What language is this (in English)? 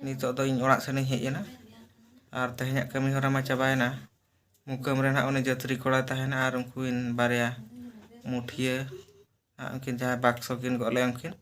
Santali